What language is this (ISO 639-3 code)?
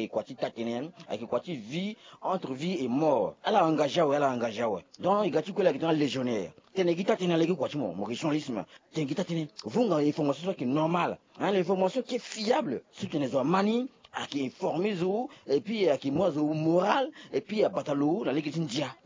sag